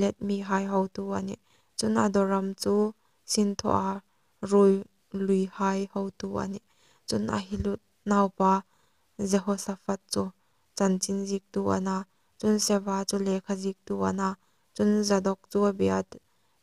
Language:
Hmar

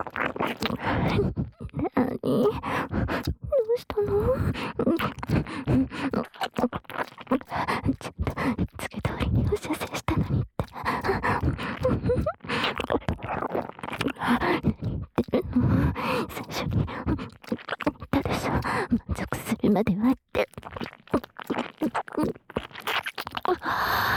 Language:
Japanese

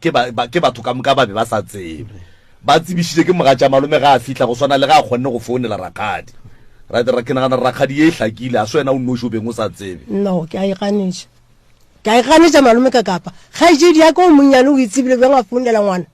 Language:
Northern Sotho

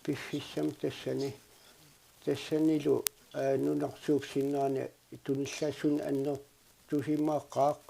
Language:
Kalaallisut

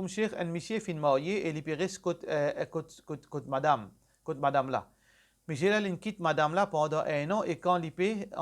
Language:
Morisyen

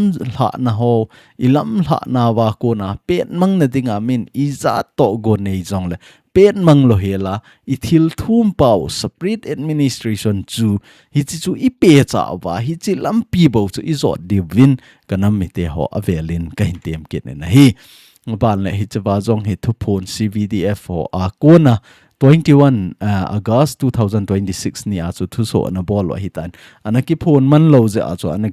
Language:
Thado Chin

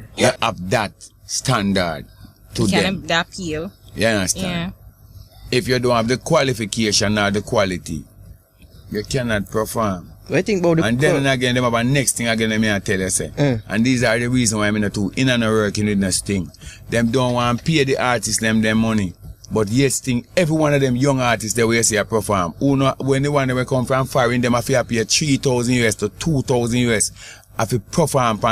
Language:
Jamaican Creole English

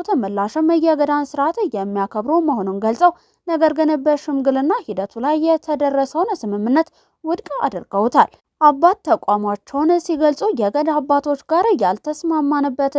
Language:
Amharic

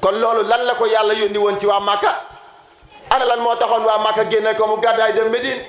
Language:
Wolof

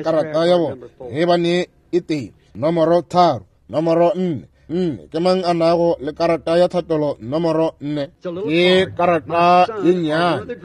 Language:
Northern Sotho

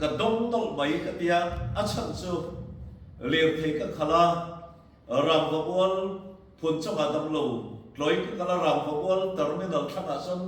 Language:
Mizo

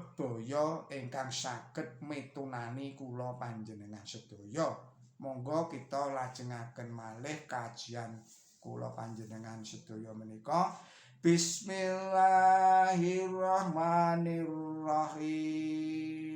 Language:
Javanese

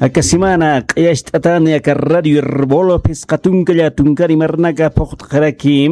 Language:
Aymara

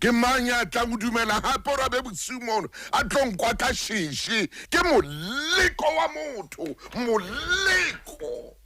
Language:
Southern Sotho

